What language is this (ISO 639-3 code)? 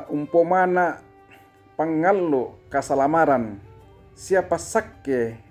sda